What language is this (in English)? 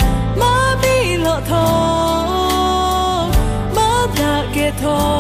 Lahu